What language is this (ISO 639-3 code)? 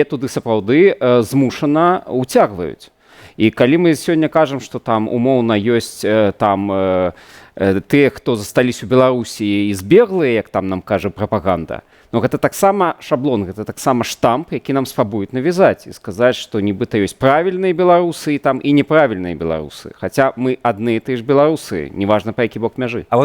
bel